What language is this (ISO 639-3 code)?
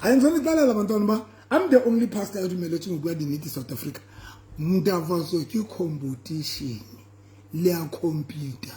sot